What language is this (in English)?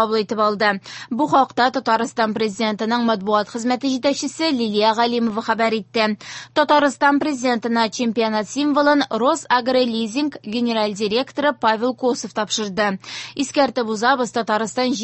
Tatar